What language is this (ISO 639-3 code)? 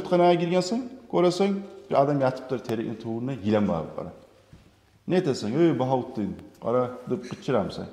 kum